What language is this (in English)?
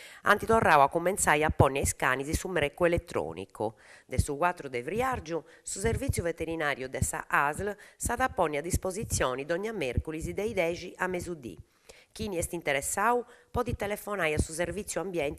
Sardinian